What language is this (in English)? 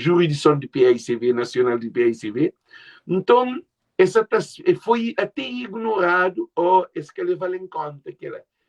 Kabuverdianu